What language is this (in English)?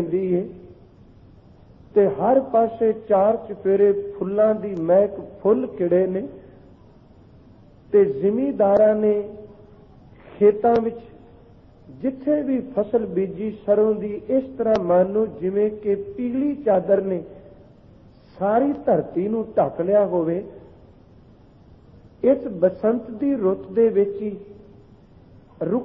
Punjabi